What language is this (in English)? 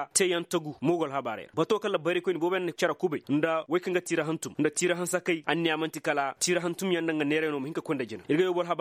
Koyraboro Senni